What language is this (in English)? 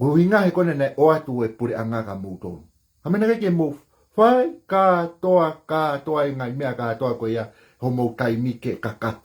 Tongan